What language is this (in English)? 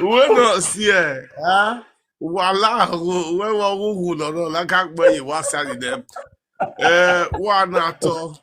Nigerian Pidgin